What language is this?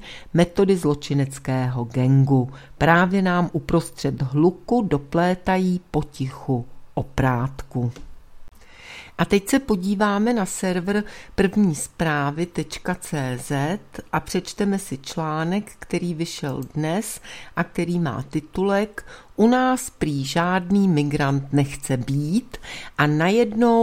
Czech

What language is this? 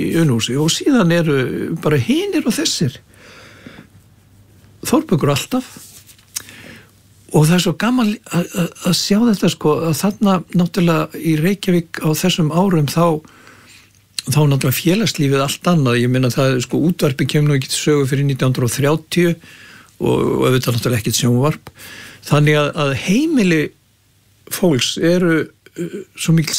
Icelandic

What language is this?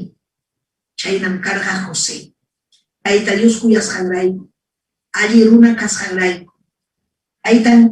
Ayacucho Quechua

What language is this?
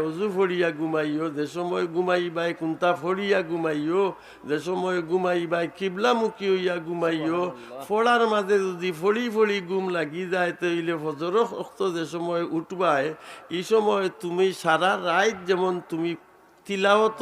Sylheti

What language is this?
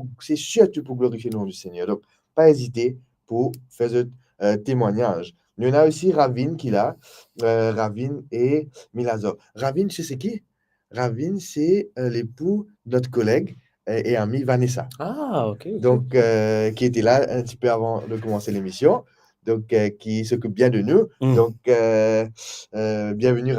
Morisyen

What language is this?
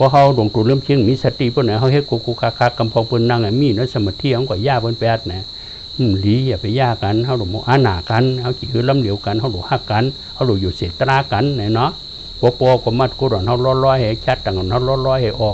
Shan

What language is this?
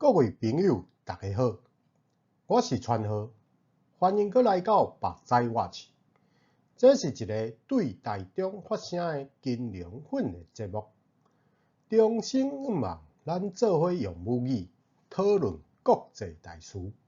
Min Nan Chinese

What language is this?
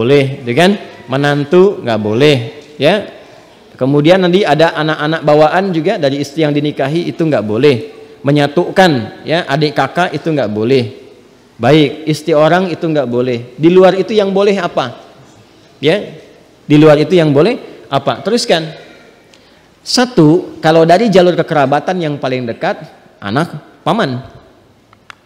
Indonesian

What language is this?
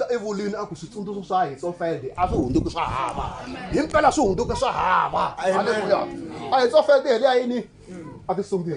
Tsonga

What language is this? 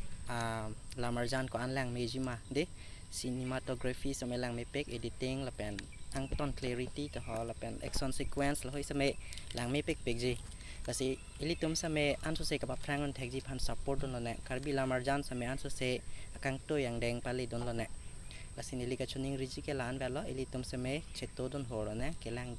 Karbi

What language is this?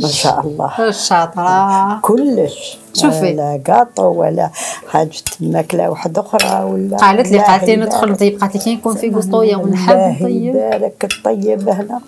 Algerian Arabic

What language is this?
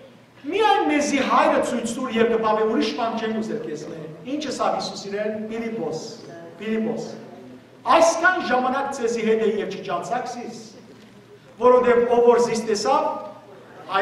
Western Armenian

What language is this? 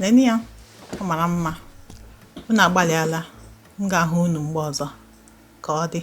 Igbo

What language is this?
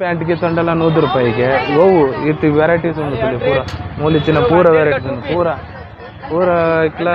Tulu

